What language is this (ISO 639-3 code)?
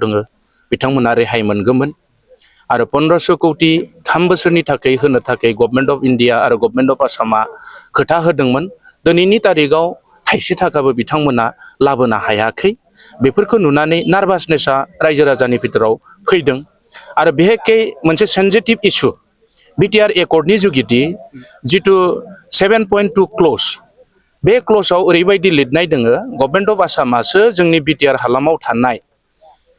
brx